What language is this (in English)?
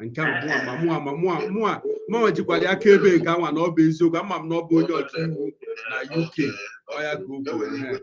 Igbo